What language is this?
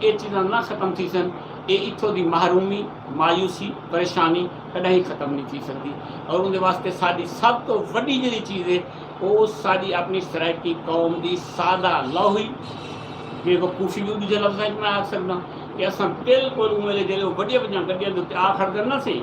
Saraiki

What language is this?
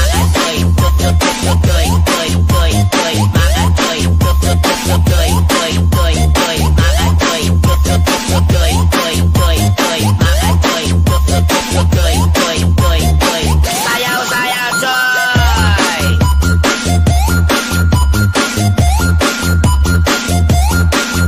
Cebuano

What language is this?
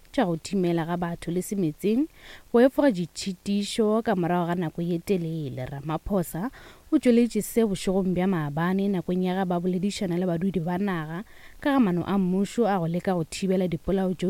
Northern Sotho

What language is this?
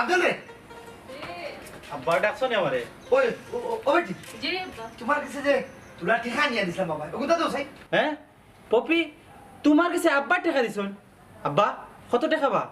Sylheti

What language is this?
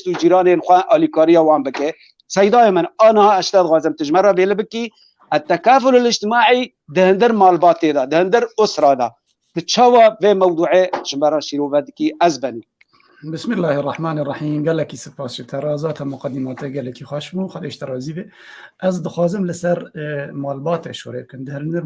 Kurdish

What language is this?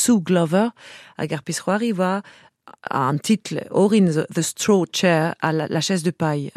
Breton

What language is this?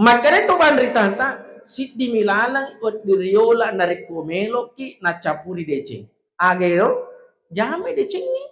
Buginese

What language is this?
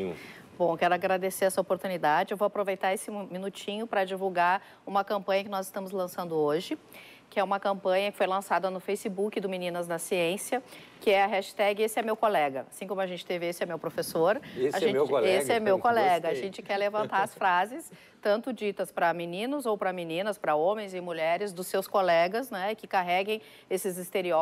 Portuguese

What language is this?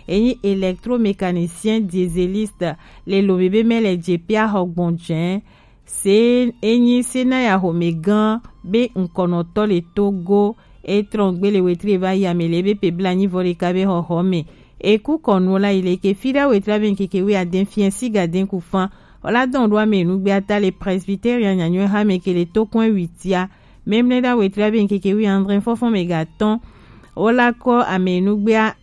Gen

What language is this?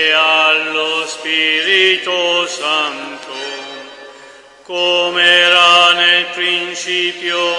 Italian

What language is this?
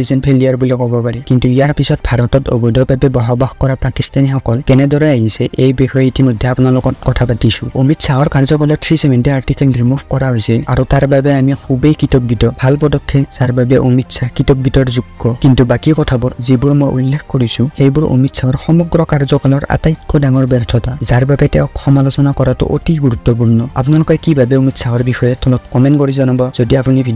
Assamese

